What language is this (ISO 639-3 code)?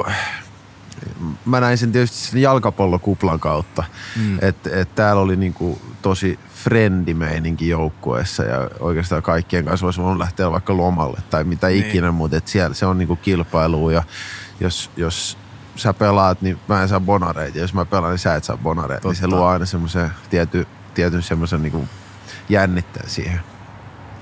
fin